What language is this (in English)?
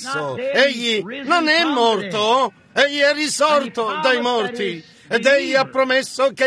Italian